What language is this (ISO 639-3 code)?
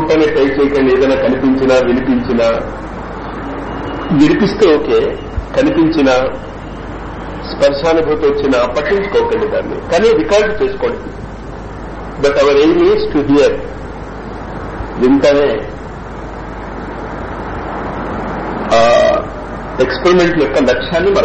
tel